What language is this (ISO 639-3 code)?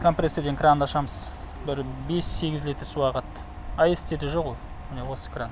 kaz